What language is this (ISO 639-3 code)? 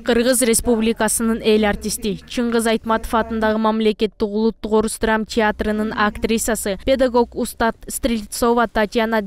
kir